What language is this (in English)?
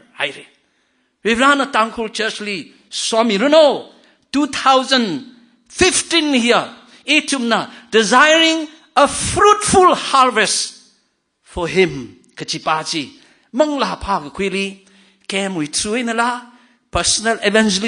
Tangkhul Naga (India)